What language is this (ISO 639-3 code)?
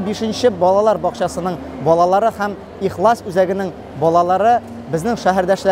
tat